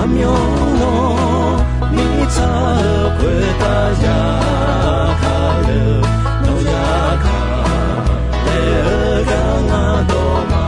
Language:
Akha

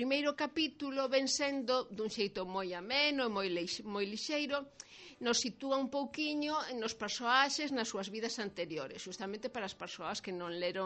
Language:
Galician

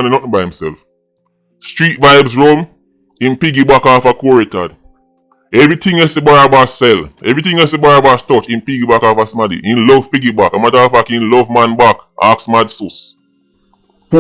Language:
Jamaican Creole English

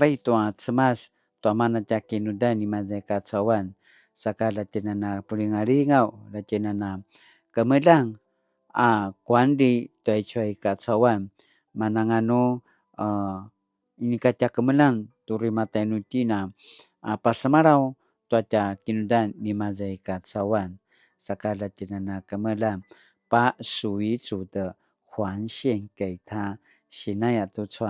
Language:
Paiwan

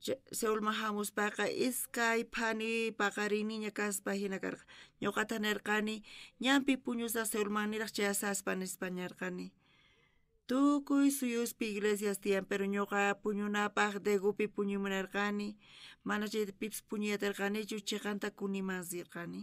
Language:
South Bolivian Quechua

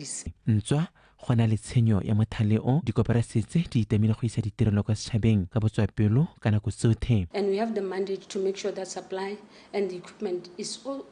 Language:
Tswana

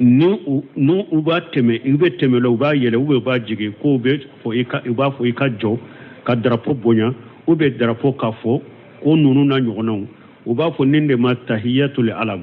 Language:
Bambara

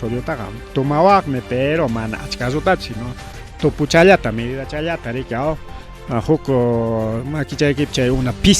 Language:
Ayacucho Quechua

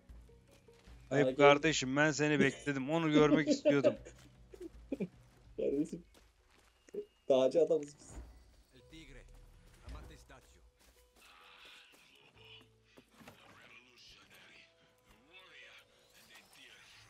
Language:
Turkish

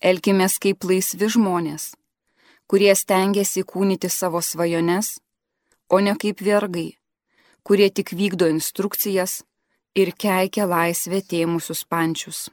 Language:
Lithuanian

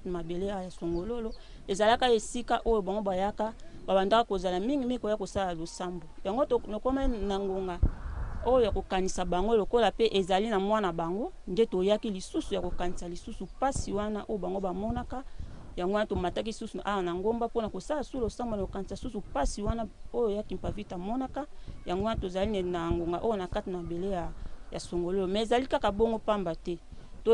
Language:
Lingala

